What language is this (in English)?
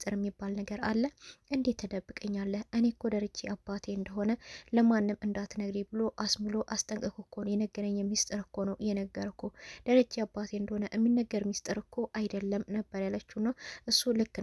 Amharic